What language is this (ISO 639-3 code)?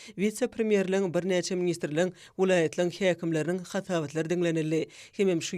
tuk